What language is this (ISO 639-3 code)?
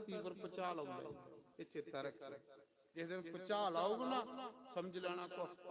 doi